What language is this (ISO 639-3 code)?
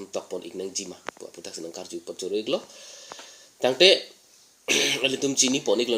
mjw